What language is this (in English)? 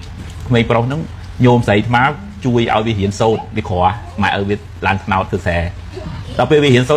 Khmer